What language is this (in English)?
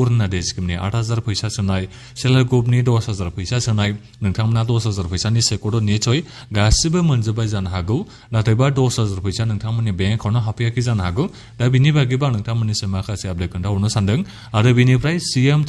Bodo